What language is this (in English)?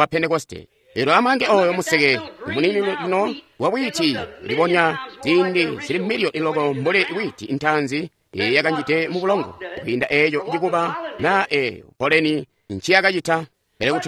Tonga (Zambia)